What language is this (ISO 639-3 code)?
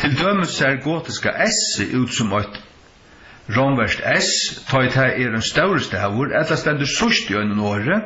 fao